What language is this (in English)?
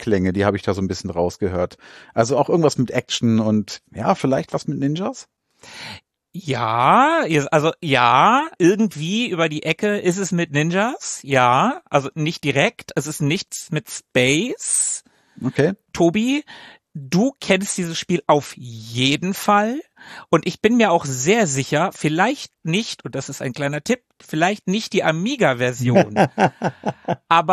German